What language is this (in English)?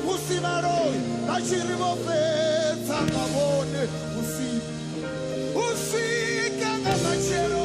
Venda